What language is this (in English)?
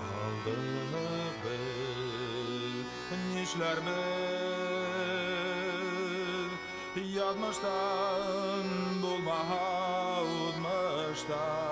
Bashkir